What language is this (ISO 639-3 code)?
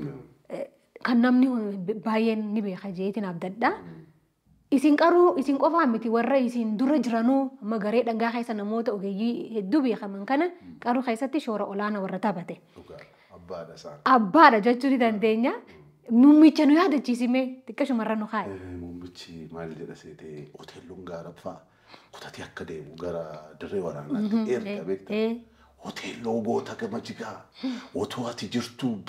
orm